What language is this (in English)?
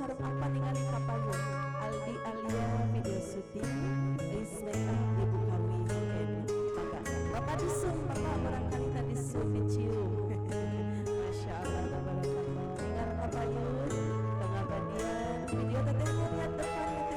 Sundanese